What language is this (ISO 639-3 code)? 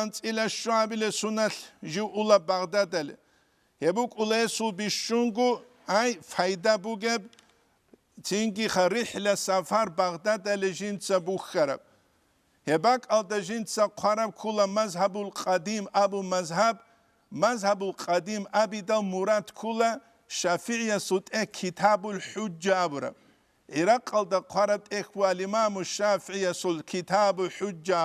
ava